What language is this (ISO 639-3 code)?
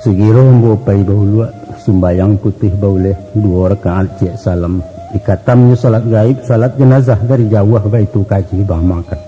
min